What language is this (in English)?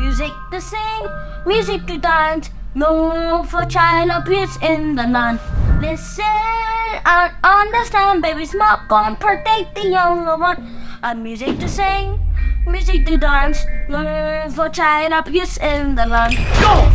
Papiamento